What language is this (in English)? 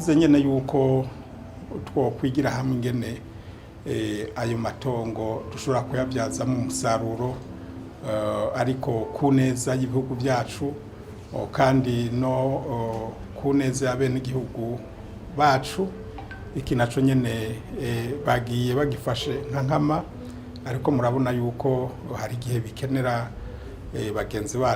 Rundi